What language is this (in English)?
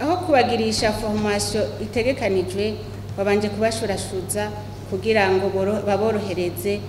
Rundi